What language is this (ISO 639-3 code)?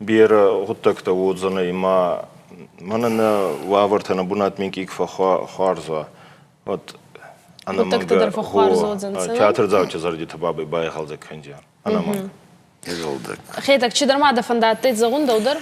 oss